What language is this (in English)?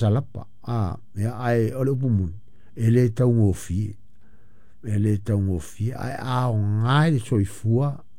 Samoan